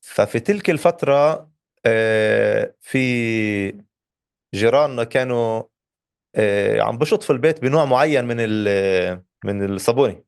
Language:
North Levantine Arabic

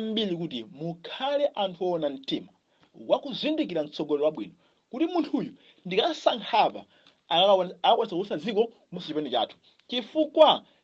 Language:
Nyanja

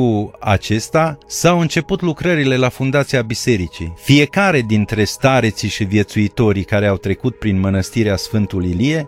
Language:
Romanian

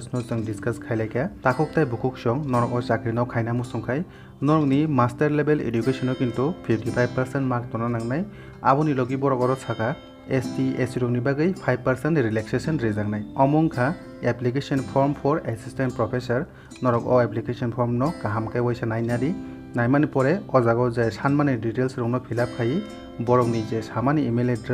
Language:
Kok Borok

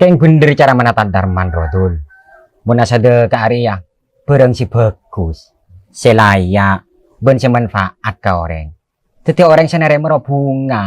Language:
Madurese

